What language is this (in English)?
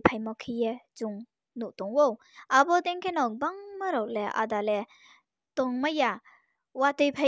Riang (India)